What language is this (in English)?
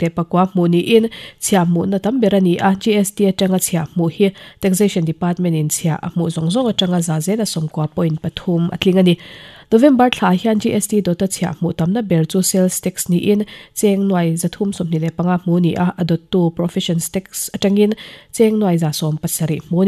Mizo